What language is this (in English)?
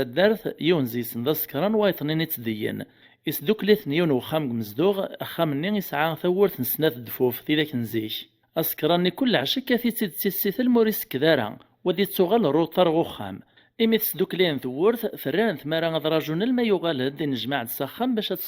Kabyle